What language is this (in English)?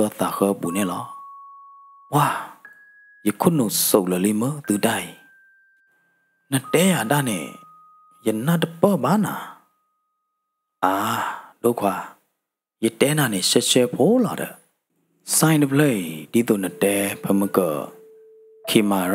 S'gaw Karen